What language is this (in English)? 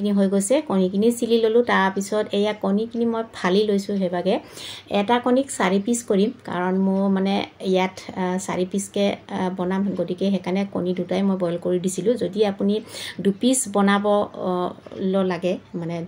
Assamese